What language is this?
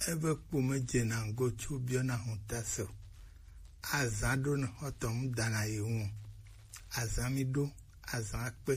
Gen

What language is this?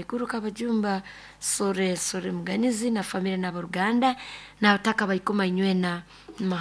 Nyoro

